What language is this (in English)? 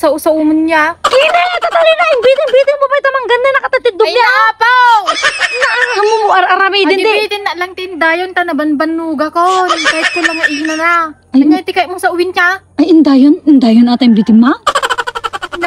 Iloko